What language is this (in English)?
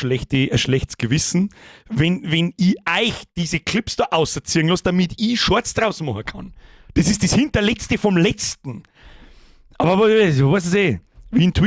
Bavarian